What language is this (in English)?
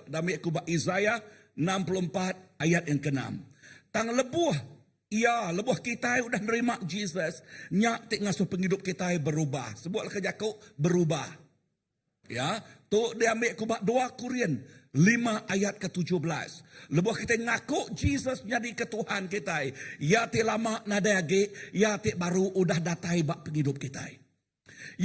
Iban